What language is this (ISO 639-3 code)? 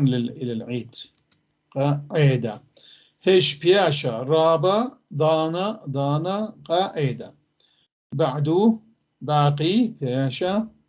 apc